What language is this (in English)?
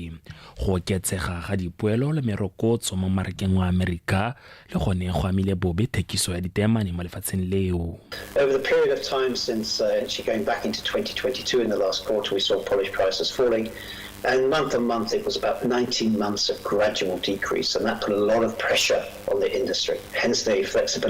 Tswana